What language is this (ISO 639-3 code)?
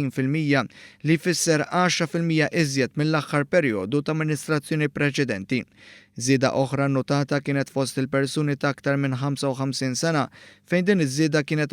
mlt